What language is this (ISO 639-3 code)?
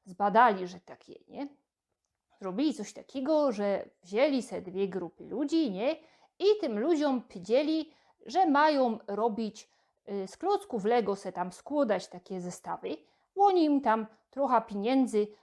szl